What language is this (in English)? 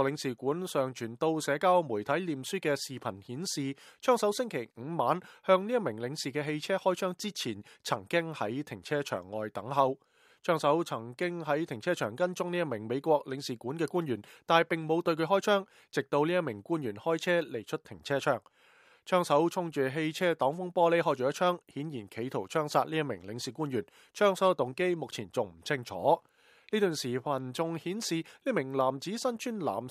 Cantonese